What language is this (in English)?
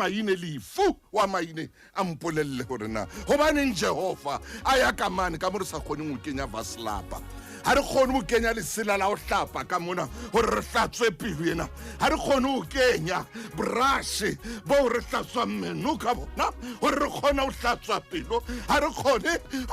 Southern Sotho